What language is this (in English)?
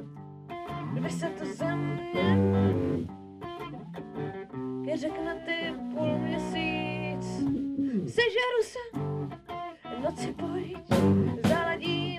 Czech